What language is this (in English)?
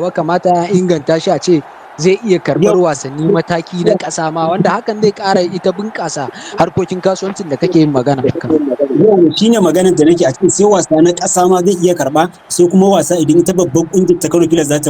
Hausa